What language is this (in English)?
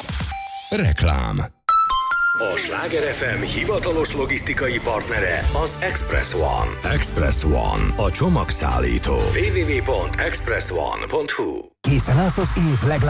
Hungarian